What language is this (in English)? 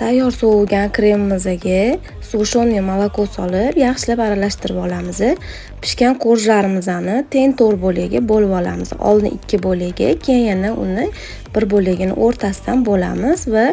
Uzbek